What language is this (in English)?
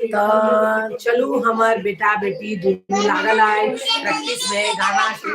Maithili